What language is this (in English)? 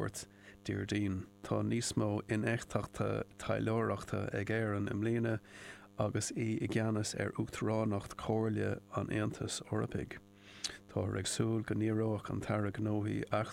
Irish